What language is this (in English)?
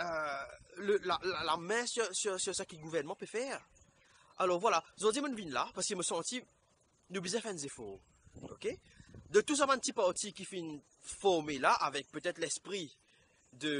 Morisyen